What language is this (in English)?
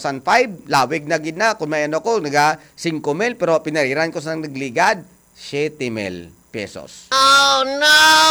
Hiligaynon